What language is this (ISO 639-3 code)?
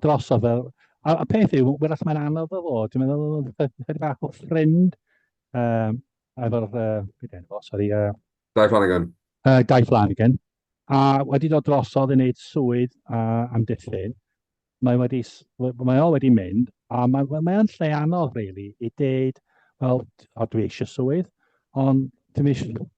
cym